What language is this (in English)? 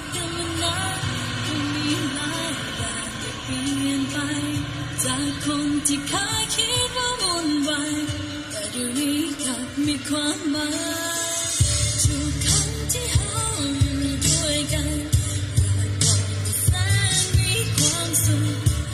Lao